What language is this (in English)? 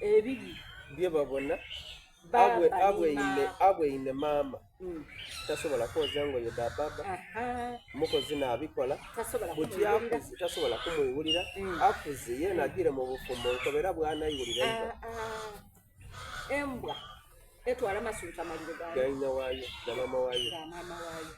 Soga